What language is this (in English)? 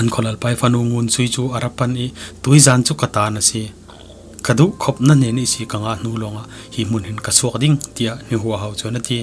Falam Chin